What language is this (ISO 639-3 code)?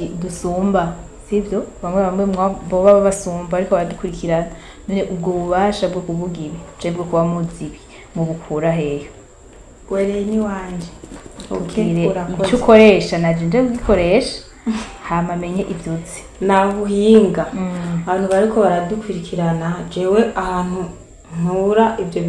run